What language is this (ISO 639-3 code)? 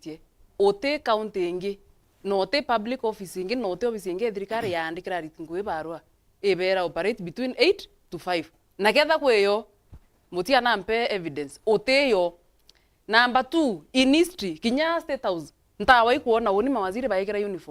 mer